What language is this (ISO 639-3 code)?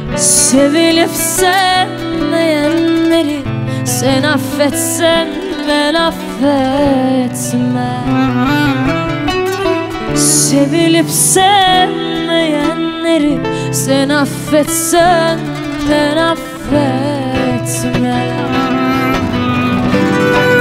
tur